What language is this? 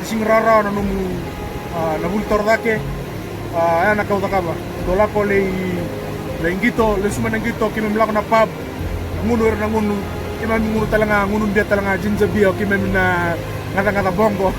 Fijian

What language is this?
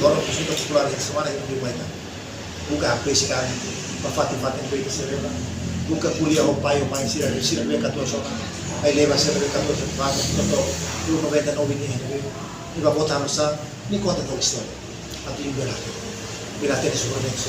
Tetum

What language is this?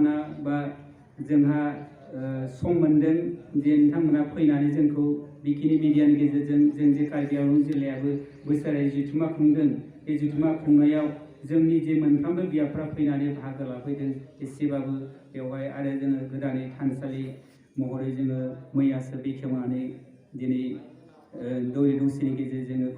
Bodo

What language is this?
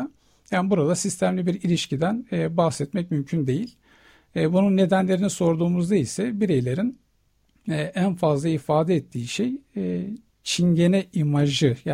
Turkish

